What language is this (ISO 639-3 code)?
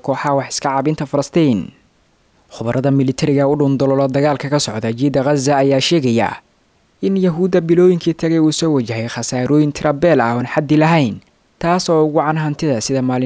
som